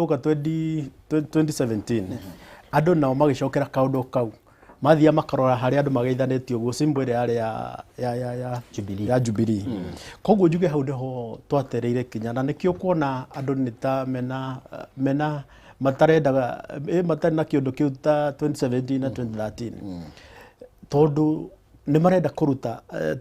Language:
Kikuyu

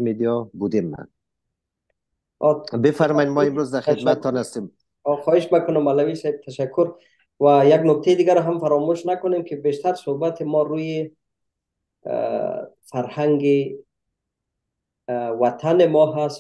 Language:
Persian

